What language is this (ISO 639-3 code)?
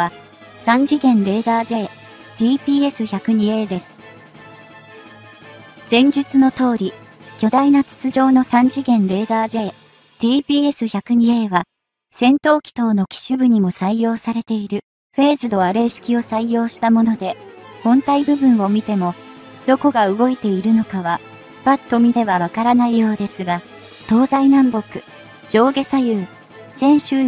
jpn